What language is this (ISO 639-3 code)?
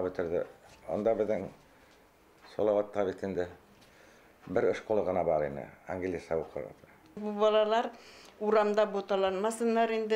bak